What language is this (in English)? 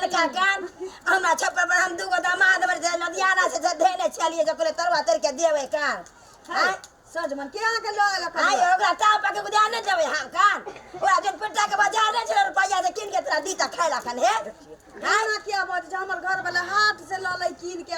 Maithili